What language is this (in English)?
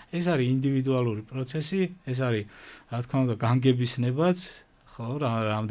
Georgian